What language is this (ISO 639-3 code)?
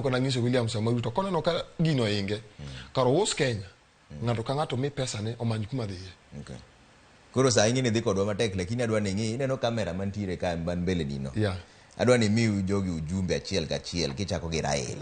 luo